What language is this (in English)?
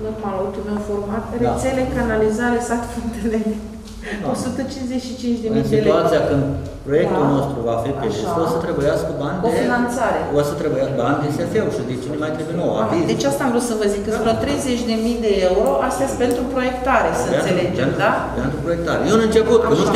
Romanian